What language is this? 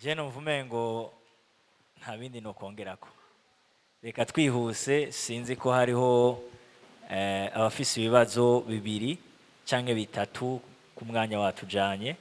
Rundi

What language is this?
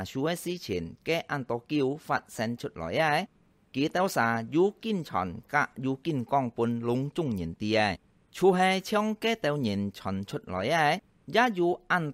Hakka Chinese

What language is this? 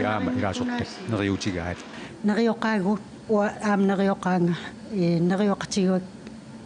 Kalaallisut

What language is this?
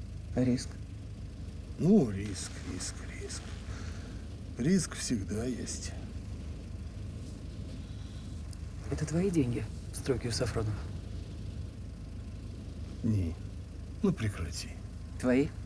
Russian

